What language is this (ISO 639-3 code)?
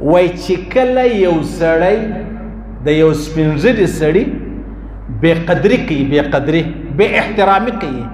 pus